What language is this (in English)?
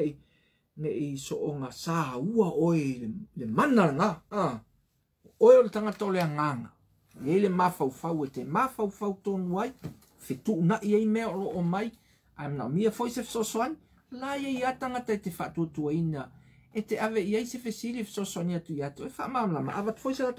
Samoan